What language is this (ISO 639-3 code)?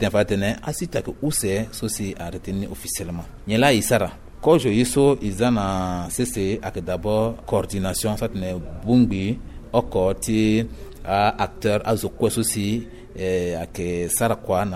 sag